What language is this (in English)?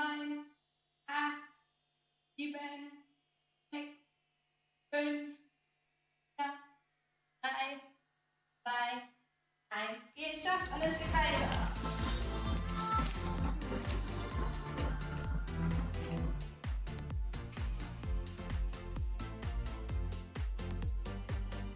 German